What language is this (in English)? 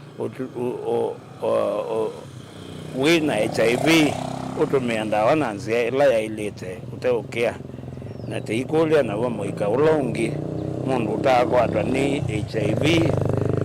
Kamba